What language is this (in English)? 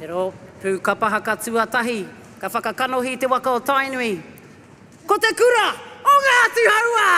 Māori